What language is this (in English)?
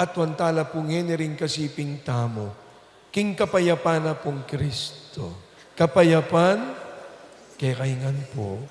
Pampanga